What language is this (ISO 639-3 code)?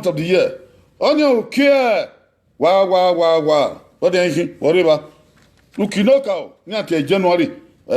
bin